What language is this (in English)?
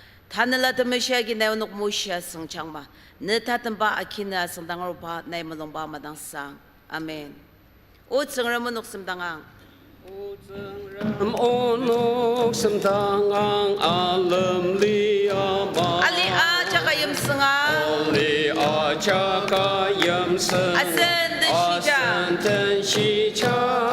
Ao Naga